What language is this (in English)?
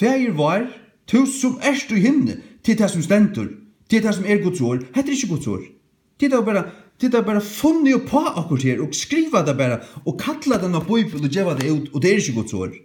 Faroese